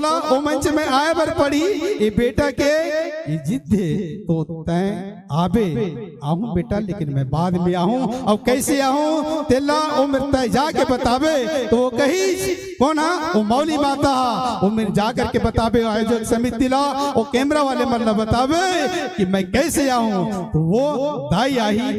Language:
Chhattisgarhi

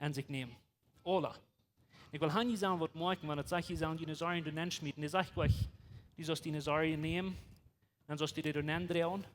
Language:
Plautdietsch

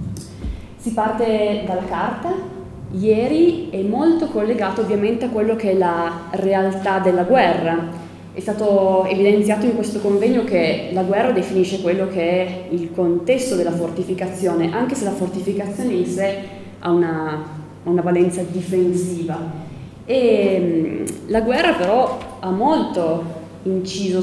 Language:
Italian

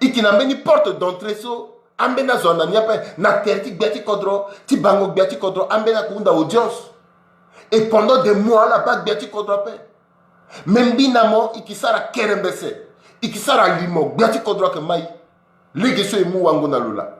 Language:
Sango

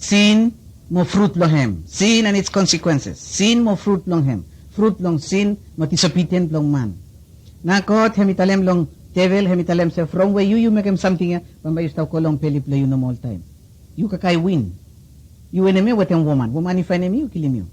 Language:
Bislama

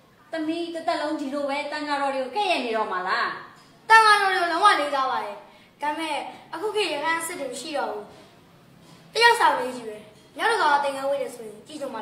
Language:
Burmese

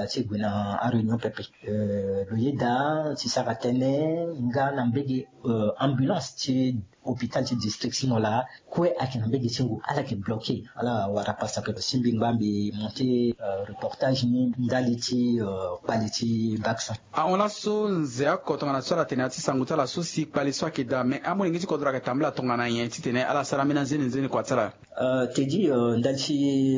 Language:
Sango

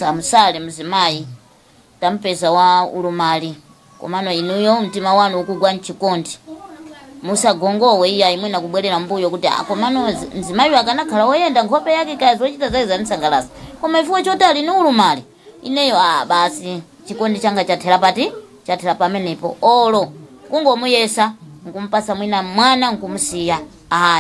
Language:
Nyanja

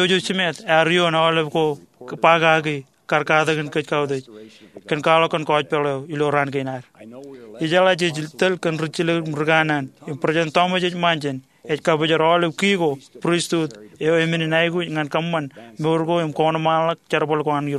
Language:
Marshallese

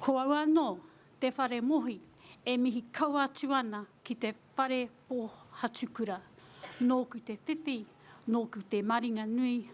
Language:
Māori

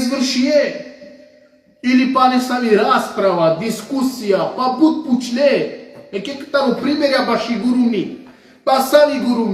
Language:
Balkan Romani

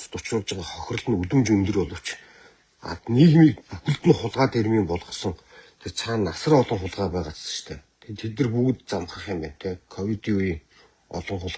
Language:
Mongolian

